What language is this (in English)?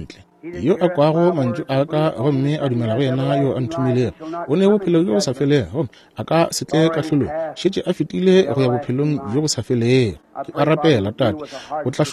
Northern Sotho